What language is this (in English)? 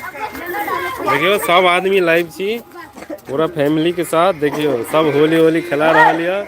Maithili